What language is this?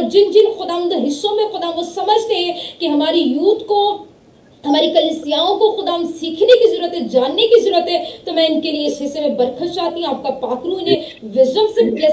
Urdu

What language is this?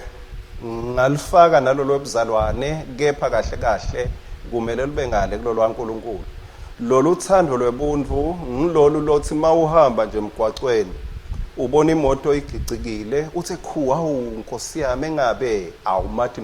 Swati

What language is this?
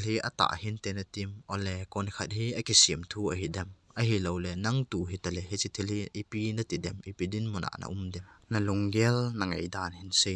Thado Chin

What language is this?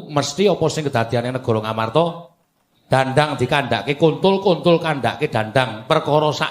Javanese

